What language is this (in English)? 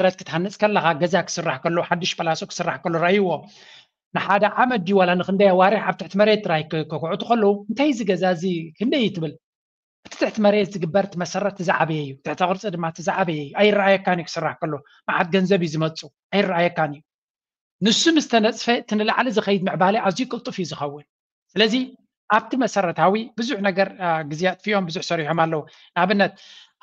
Tigrinya